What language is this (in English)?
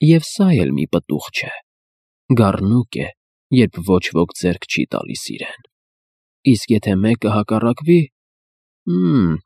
Armenian